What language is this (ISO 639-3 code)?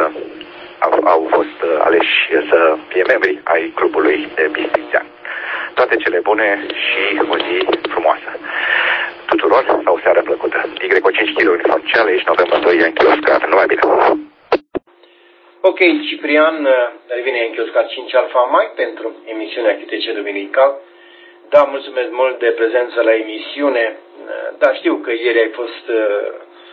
ron